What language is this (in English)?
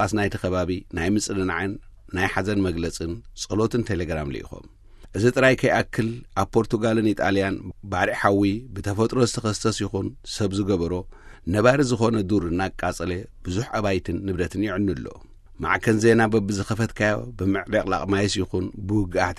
Tigrinya